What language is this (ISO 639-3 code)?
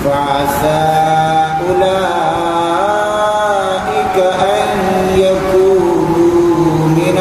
bal